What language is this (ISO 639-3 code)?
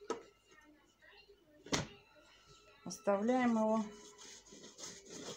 rus